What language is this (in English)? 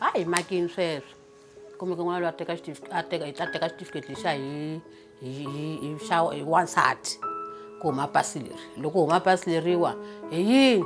Tsonga